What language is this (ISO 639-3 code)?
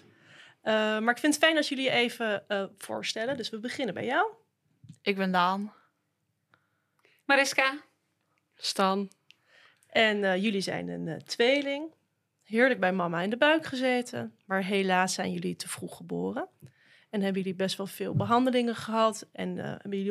nld